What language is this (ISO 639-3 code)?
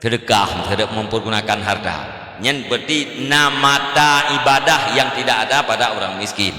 ace